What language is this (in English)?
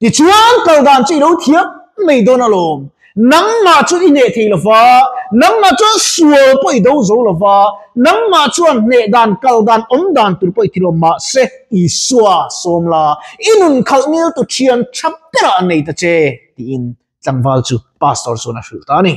Mizo